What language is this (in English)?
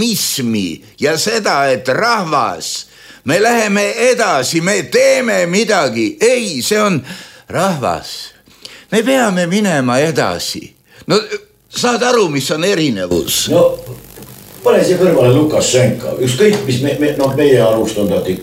Estonian